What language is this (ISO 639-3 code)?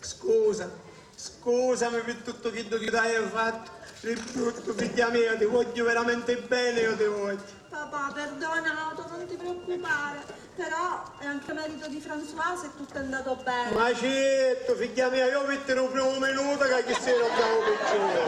scn